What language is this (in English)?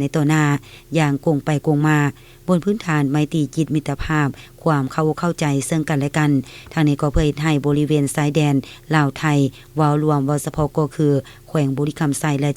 Lao